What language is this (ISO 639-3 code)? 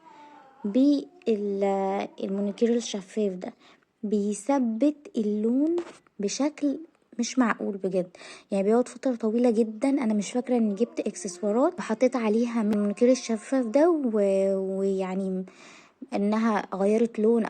arz